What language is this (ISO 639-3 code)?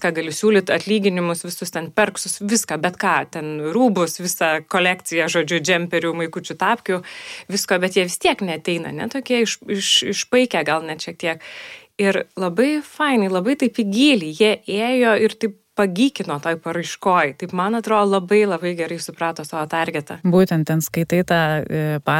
lit